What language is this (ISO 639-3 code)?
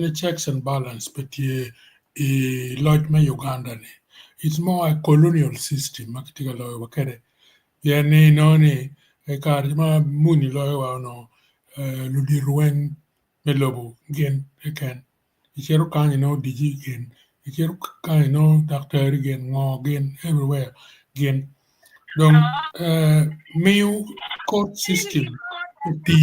ach